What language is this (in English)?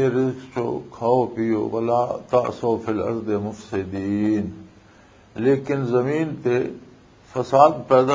Western Panjabi